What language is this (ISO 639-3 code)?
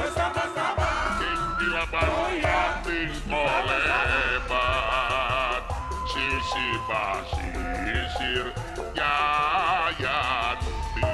sun